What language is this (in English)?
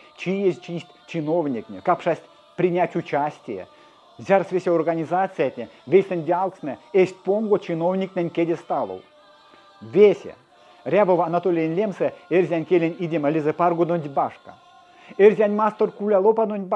Erzya